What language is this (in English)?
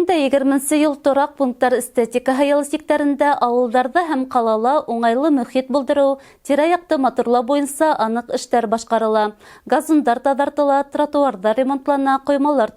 Bashkir